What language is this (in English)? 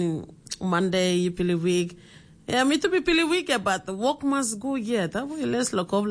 Tok Pisin